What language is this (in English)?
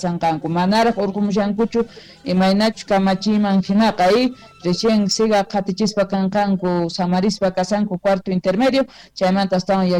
South Bolivian Quechua